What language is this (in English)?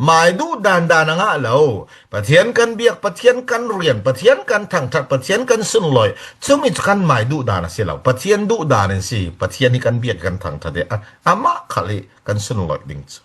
Falam Chin